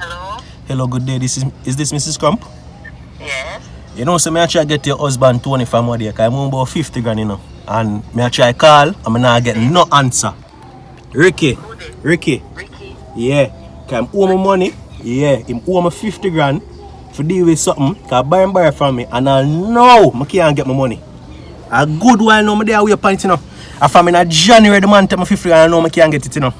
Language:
Jamaican Creole English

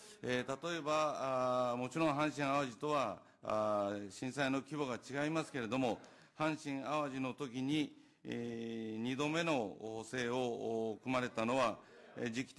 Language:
Japanese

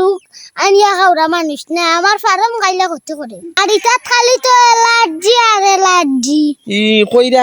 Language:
Sylheti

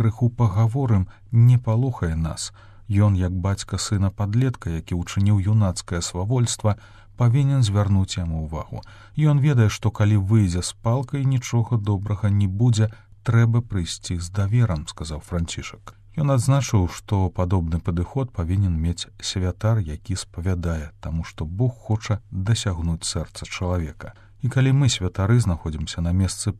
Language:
Belarusian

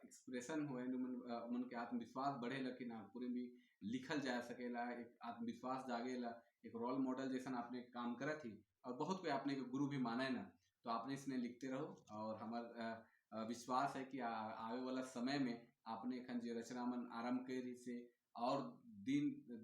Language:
Sadri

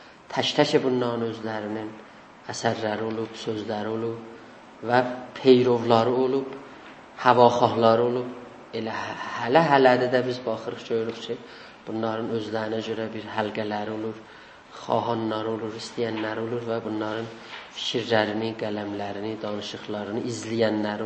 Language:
South Azerbaijani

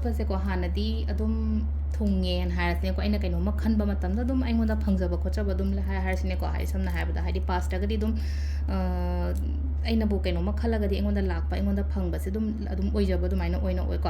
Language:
Manipuri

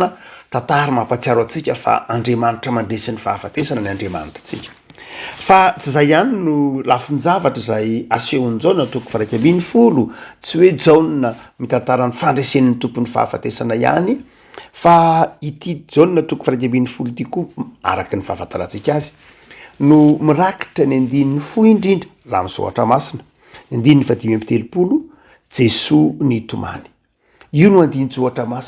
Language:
Malagasy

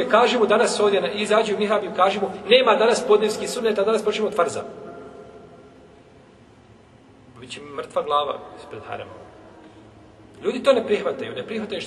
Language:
Bosnian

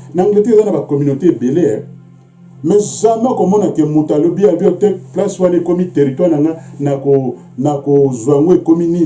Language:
Lingala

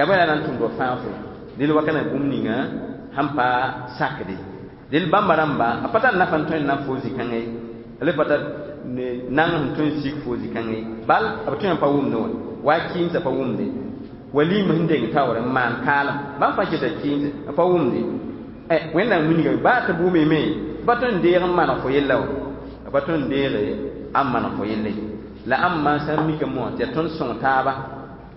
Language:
Mossi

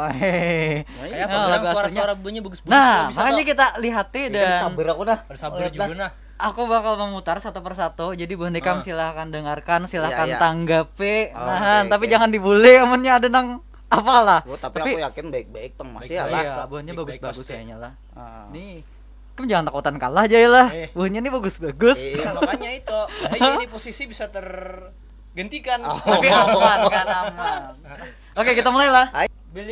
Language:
Banjar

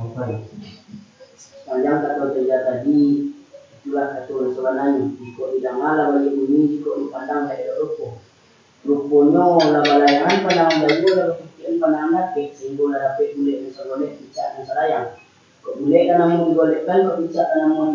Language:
Minangkabau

